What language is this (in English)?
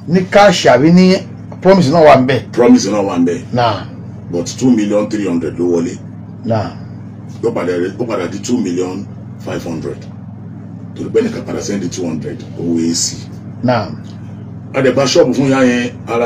Yoruba